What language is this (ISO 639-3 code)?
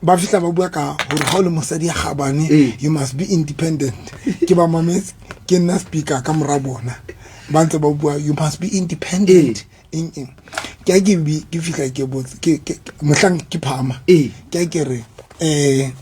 sot